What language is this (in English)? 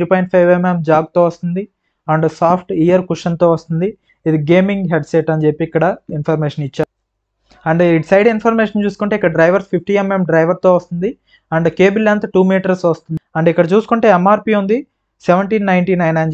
Telugu